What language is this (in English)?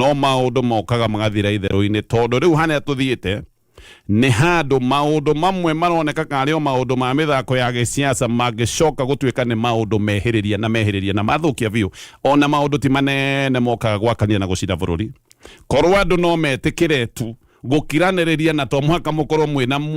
Kikuyu